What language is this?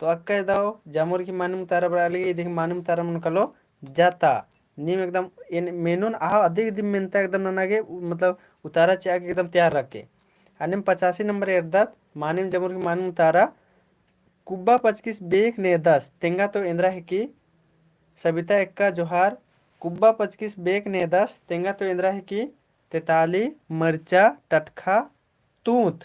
Kurukh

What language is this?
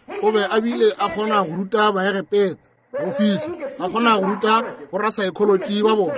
Northern Sotho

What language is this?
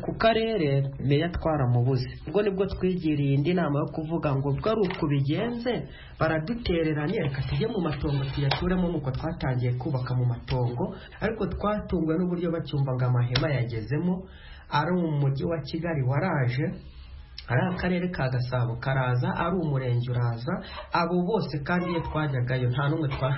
Kinyarwanda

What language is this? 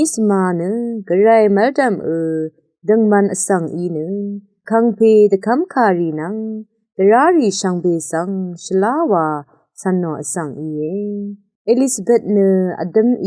Rawang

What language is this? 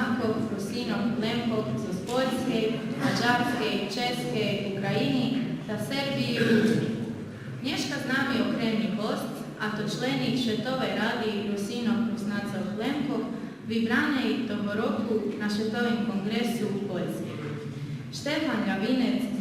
Rusyn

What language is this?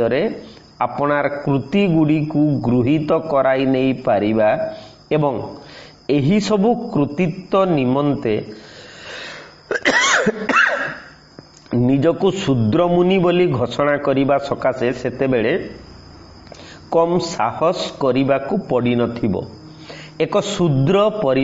Odia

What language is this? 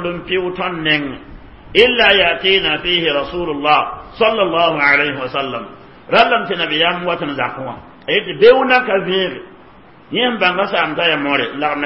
Mossi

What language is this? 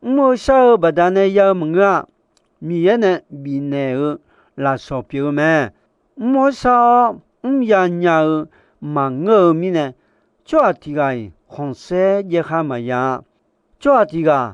Akha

